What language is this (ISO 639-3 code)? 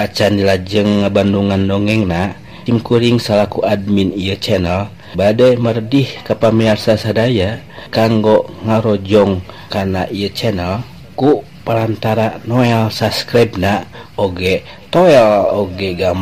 sun